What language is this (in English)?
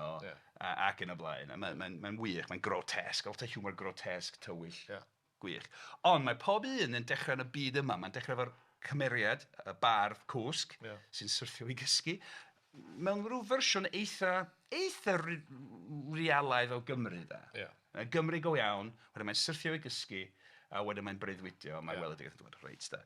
Welsh